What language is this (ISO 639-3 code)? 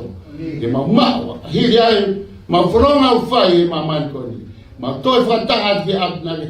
ton